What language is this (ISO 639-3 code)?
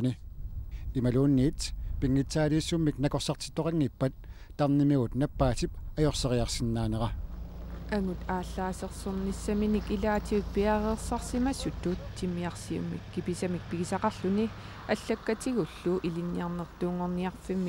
kal